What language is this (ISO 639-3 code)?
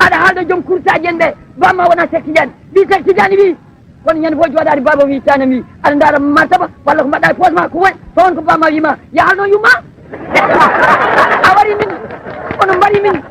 ful